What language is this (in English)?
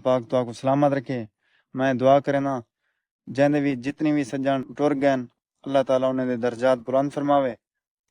Saraiki